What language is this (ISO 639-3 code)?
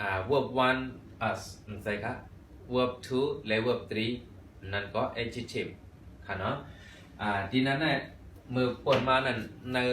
shn